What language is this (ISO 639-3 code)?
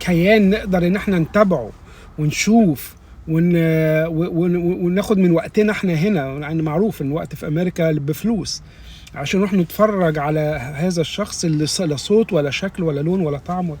arz